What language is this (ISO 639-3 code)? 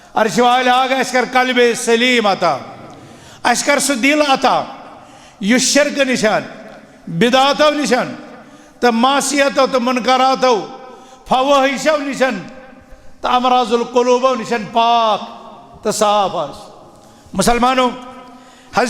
kas